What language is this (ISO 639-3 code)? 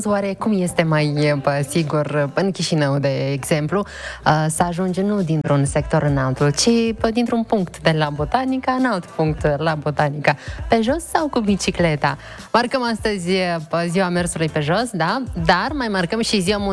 ron